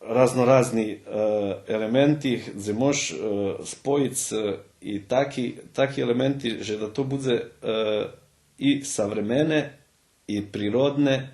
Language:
Rusyn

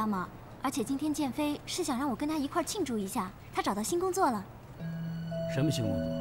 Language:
Chinese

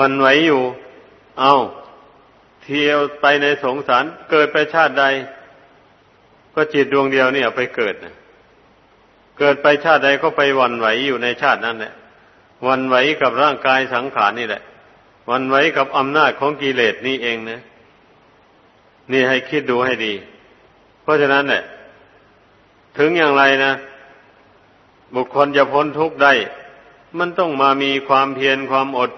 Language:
Thai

